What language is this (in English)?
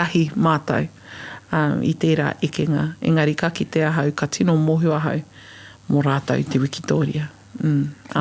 Māori